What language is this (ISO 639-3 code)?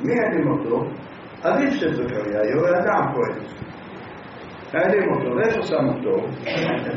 heb